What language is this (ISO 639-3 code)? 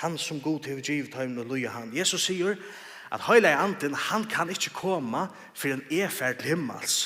fao